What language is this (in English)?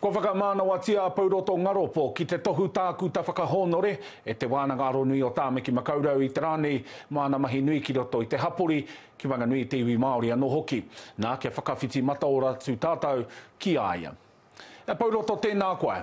Māori